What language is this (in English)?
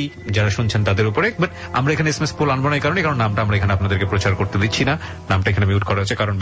Bangla